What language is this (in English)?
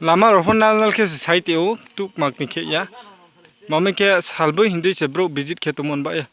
Riang (India)